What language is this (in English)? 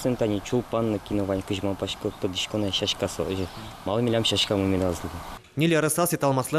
Udmurt